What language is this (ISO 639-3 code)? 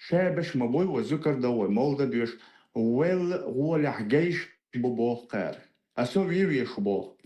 che